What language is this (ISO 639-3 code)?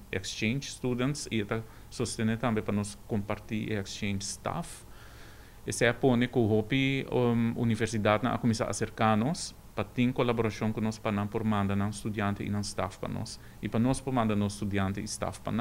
pap